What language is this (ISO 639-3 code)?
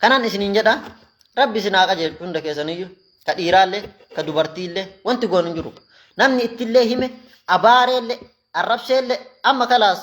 orm